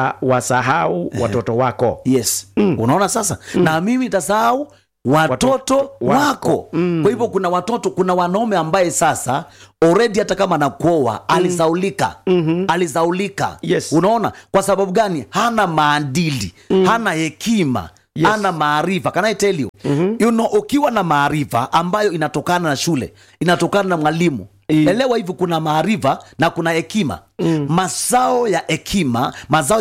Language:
Swahili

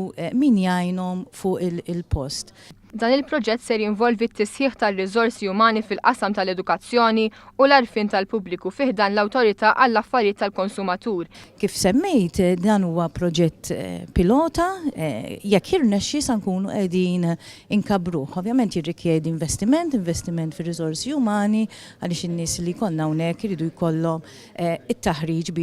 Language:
Maltese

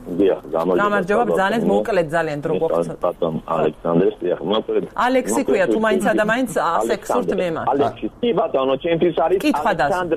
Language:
Georgian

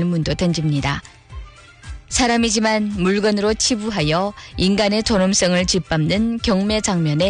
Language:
Korean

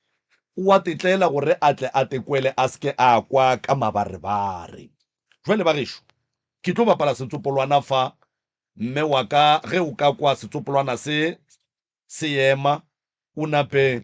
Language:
Northern Sotho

